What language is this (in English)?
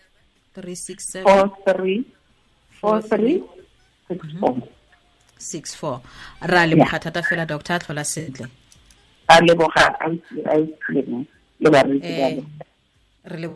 Tswana